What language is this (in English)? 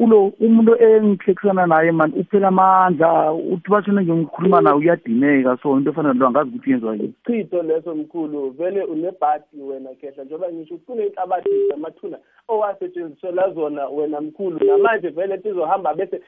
South Ndebele